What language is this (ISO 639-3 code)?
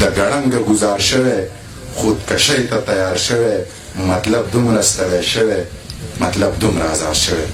pus